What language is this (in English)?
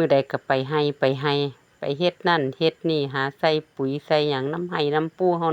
Lao